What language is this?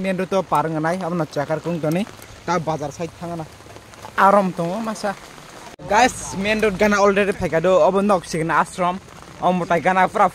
Kok Borok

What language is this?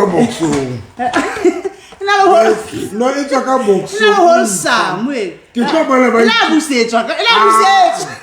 Southern Sotho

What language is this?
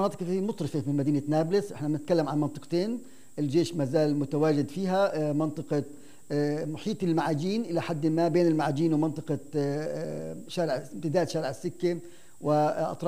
North Levantine Arabic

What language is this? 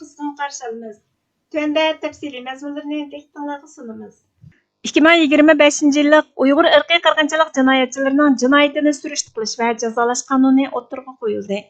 Uyghur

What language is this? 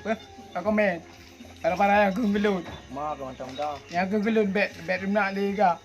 Achinese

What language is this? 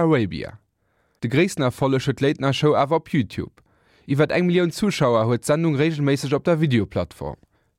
Luxembourgish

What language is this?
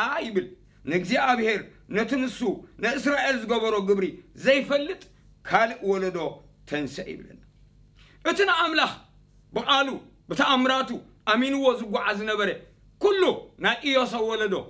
Tigrinya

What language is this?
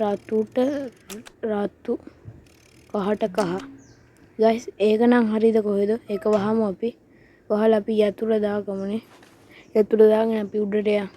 Sinhala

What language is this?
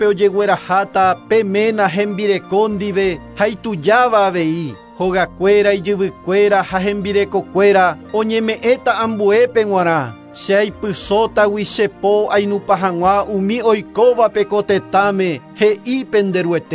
Guarani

